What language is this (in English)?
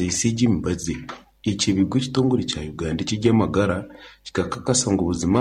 Nyankole